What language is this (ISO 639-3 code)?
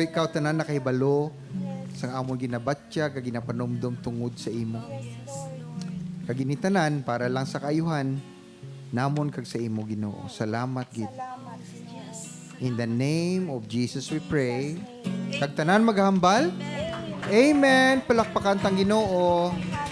hil